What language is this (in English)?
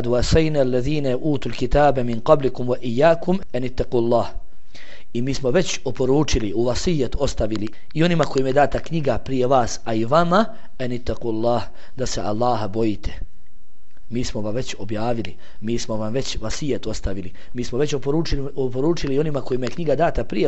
Bosnian